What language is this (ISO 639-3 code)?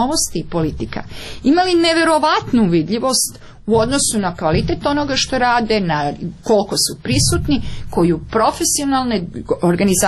srp